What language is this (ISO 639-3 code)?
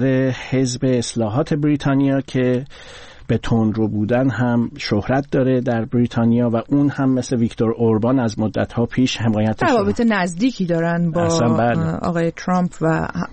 fas